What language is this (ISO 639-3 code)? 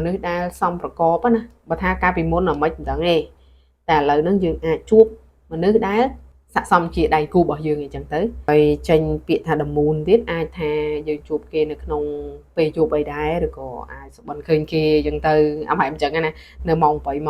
khm